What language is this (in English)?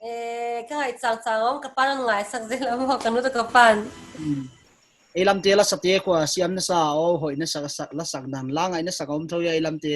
Paite Chin